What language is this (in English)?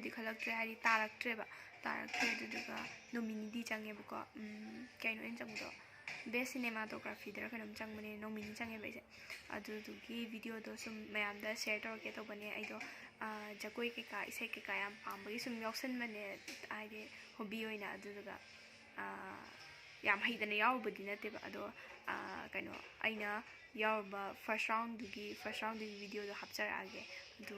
Manipuri